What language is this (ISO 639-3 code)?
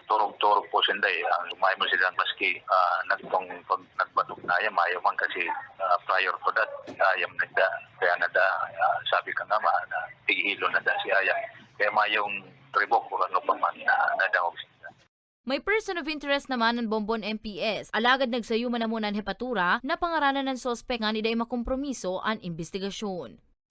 bik